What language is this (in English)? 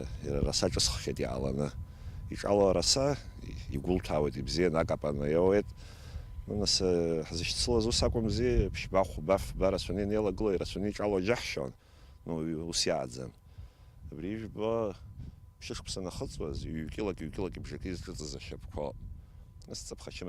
Abkhazian